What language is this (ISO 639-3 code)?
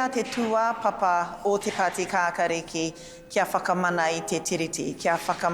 mri